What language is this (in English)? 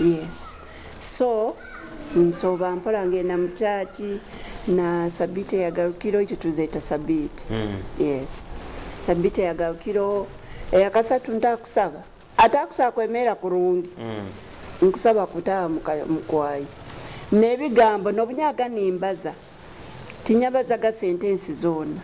Nyoro